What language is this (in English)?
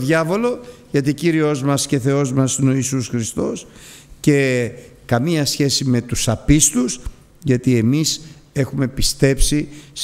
Greek